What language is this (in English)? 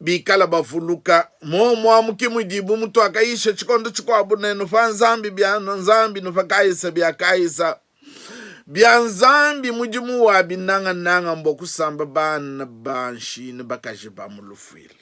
Luba-Lulua